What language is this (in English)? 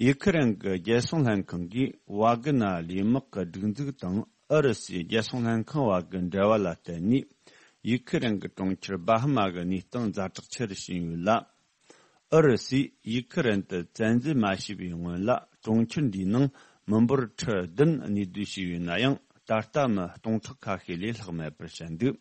Tibetan